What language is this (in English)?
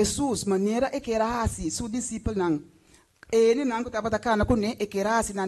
Papiamento